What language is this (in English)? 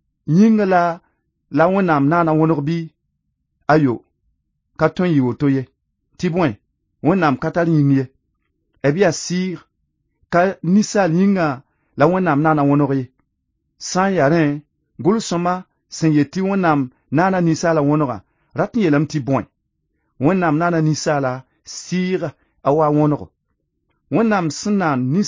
Mossi